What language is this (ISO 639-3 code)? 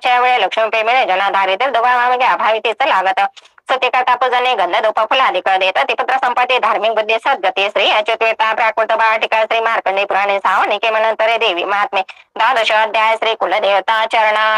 mar